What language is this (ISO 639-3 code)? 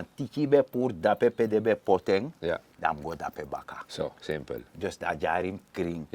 srn